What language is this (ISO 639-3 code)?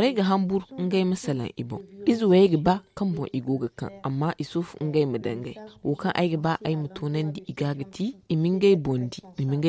dje